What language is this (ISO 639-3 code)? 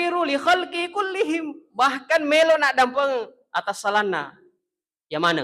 bug